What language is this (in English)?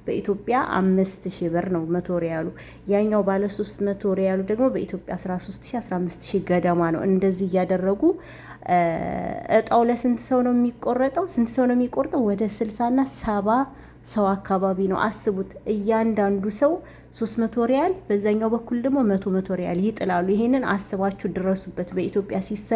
Amharic